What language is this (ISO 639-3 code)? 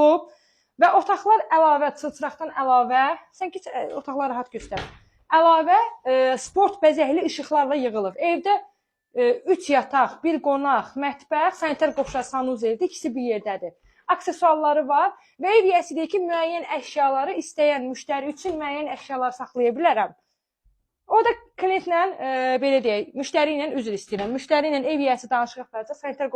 aze